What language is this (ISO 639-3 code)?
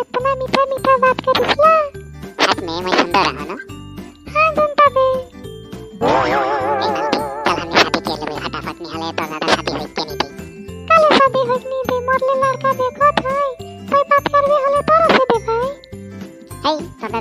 sck